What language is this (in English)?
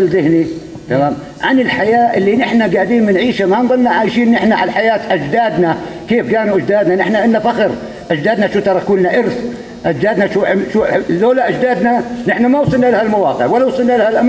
North Levantine Arabic